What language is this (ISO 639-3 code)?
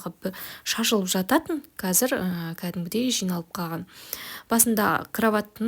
kaz